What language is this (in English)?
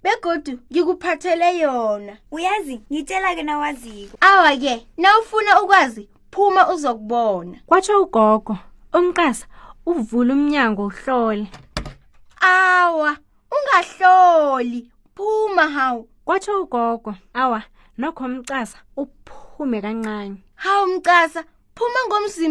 South Ndebele